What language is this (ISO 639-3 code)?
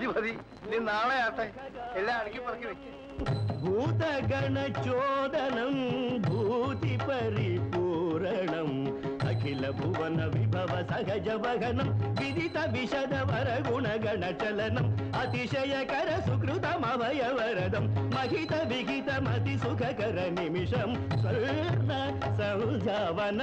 mal